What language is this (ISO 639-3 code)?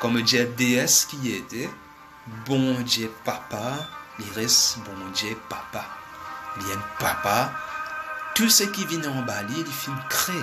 mfe